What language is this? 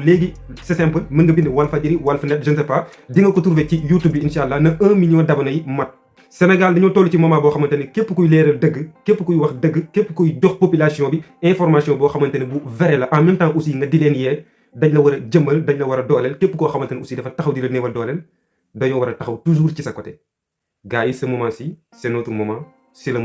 Wolof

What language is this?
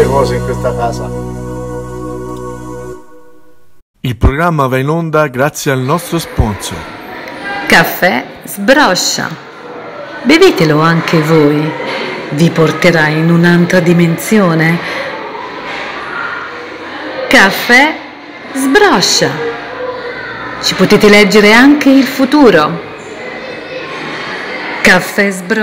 Italian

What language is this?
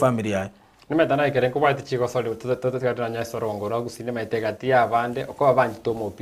Gusii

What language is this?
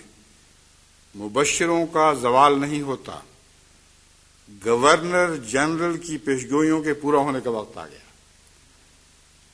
Urdu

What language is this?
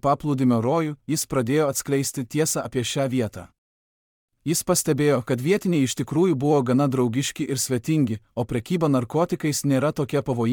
Lithuanian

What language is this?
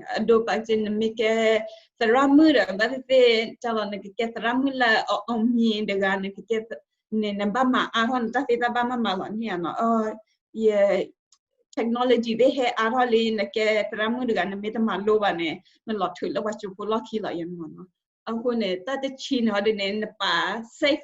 S'gaw Karen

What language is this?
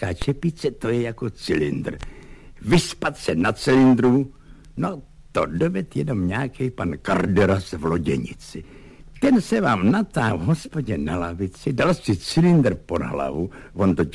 Czech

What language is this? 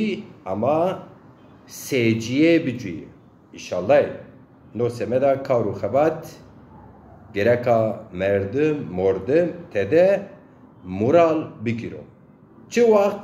Zaza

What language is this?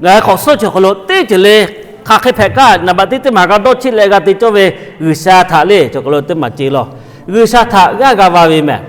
Lahu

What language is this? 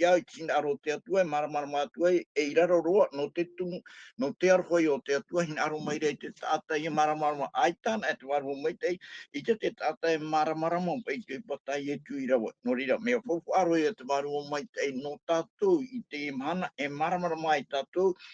Tahitian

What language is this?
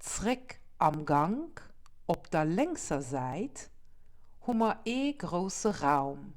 Luxembourgish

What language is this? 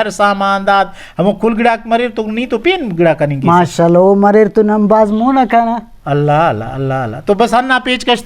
Brahui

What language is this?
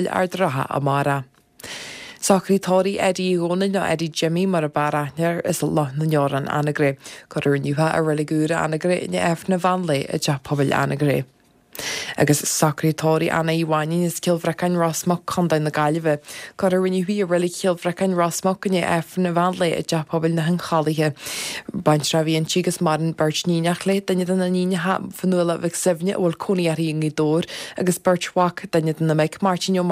Irish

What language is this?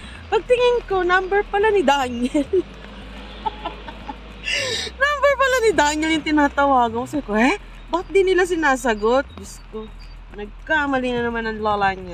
Filipino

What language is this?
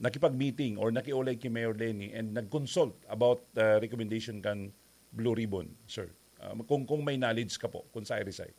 Bikol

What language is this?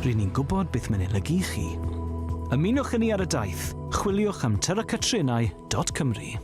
Welsh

